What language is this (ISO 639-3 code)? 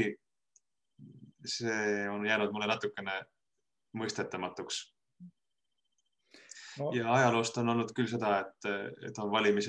est